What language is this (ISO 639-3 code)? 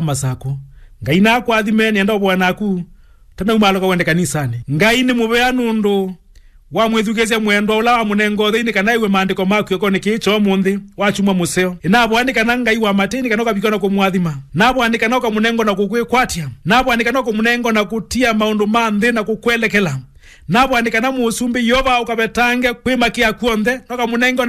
kam